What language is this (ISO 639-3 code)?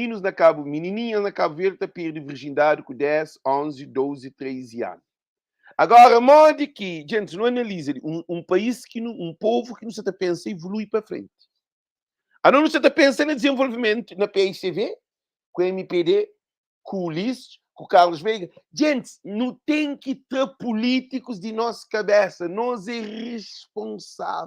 kea